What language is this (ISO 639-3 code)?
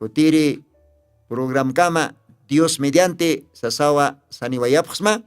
aym